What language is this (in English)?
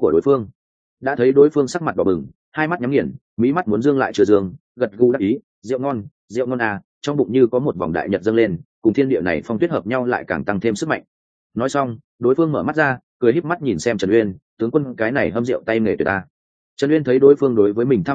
Vietnamese